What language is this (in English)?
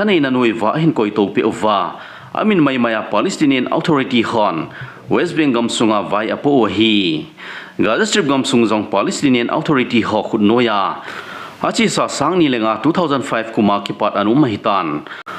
Thado Chin